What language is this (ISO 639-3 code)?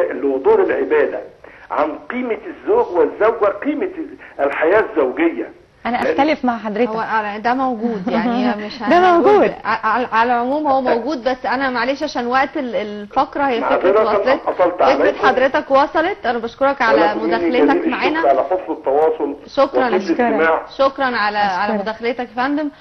arz